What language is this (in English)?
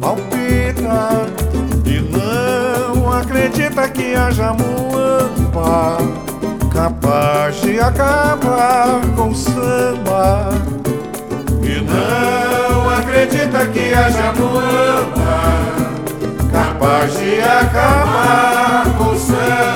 Portuguese